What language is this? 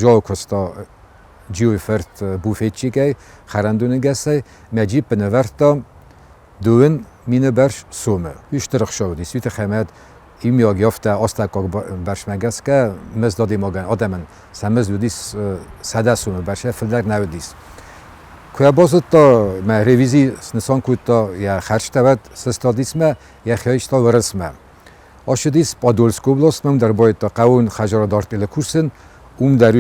Ossetic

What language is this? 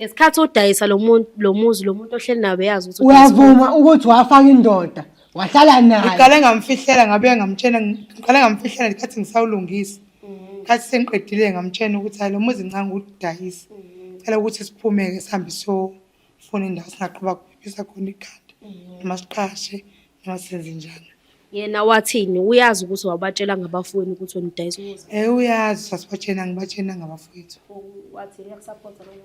Zulu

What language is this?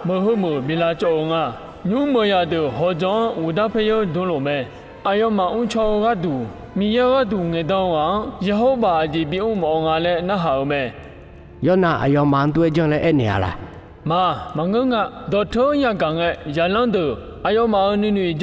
Akha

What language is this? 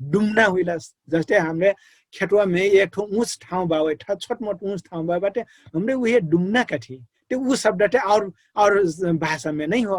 Dangaura Tharu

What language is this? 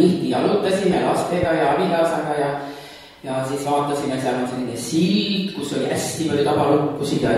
Estonian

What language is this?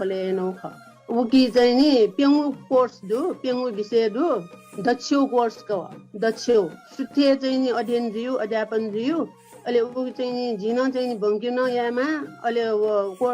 Newari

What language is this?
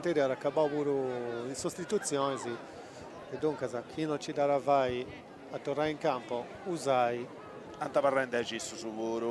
Sardinian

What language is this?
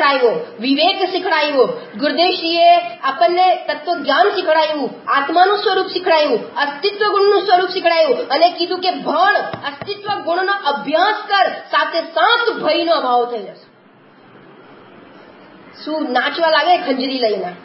Gujarati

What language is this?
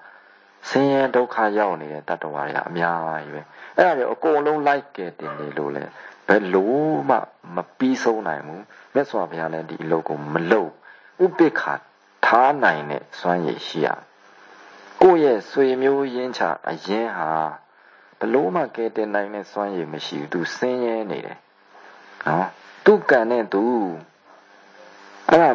Burmese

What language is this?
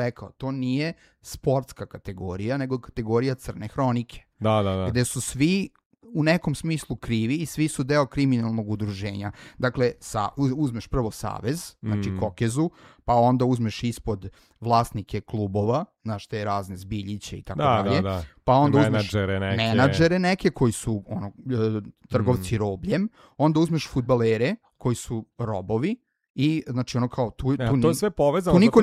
Serbian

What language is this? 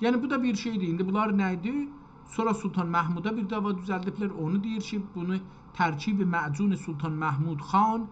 South Azerbaijani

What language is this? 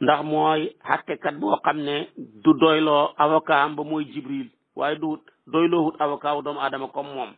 Wolof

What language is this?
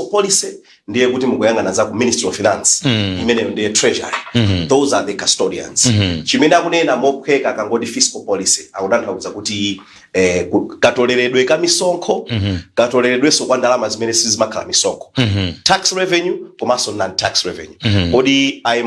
Nyanja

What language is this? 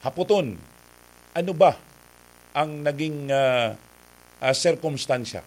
Bikol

